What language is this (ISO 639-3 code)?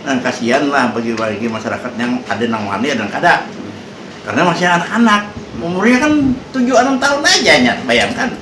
bjn